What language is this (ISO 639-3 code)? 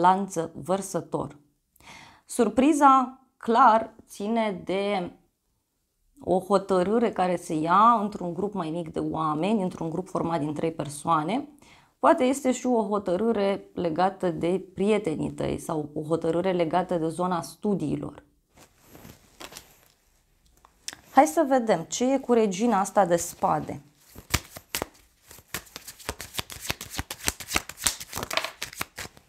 ron